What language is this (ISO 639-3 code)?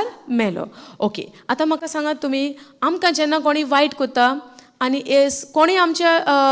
kok